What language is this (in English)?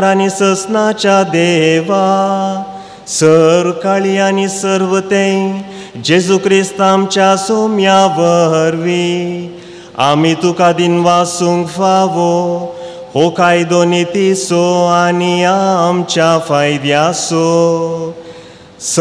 Konkani